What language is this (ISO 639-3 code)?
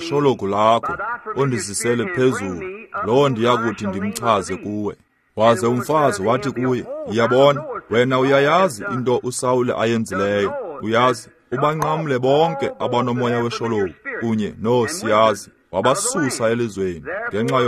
xho